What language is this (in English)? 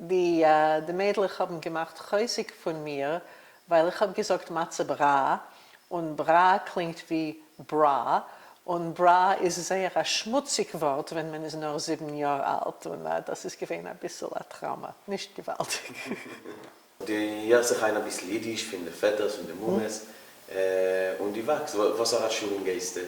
Yiddish